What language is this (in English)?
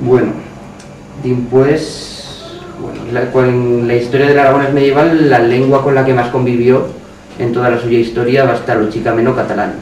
Aragonese